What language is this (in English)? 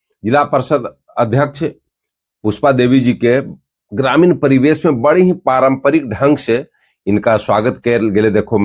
Magahi